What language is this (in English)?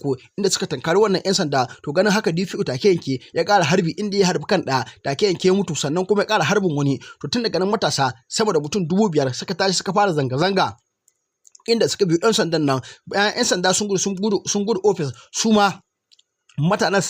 Hausa